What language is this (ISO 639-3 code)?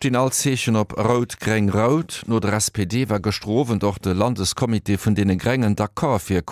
ltz